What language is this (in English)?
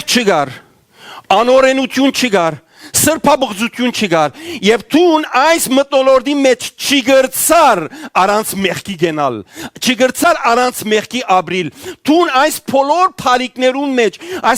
Western Armenian